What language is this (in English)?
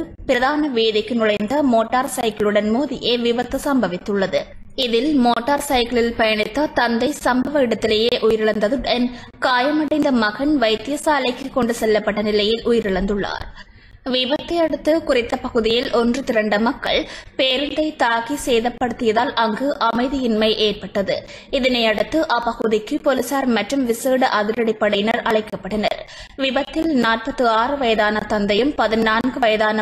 Tamil